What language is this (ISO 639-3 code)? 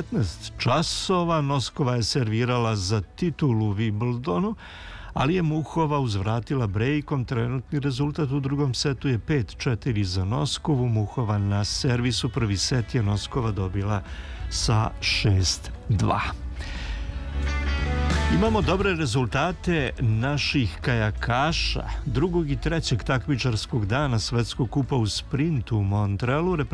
srp